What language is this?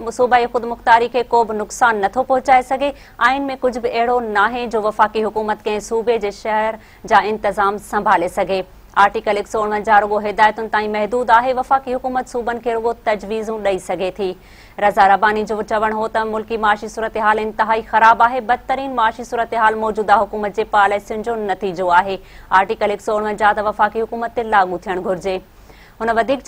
Sindhi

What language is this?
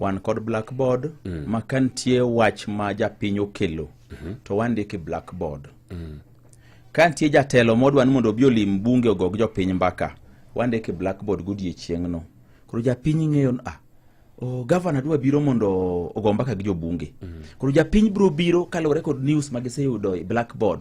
Luo (Kenya and Tanzania)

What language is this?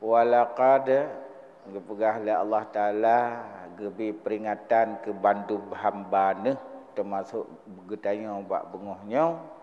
Achinese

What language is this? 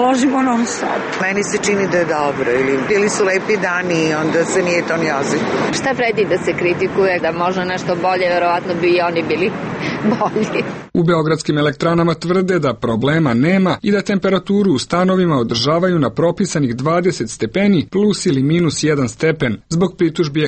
Serbian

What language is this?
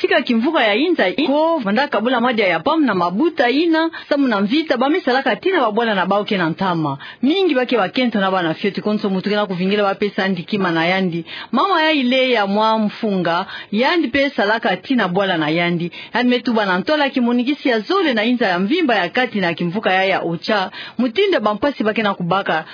Kituba (Democratic Republic of Congo)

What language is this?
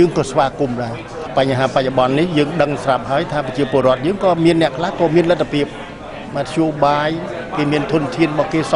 Khmer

